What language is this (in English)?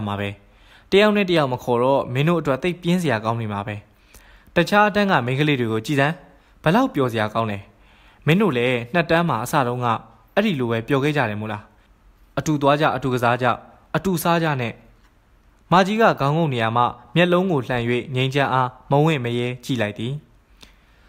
Burmese